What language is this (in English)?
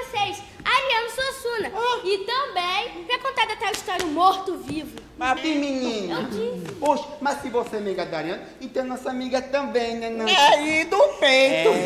Portuguese